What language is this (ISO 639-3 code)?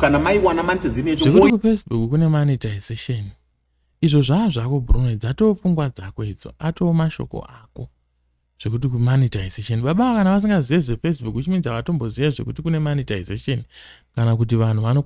sna